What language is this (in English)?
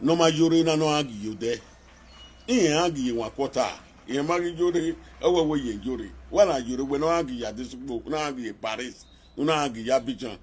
Nigerian Pidgin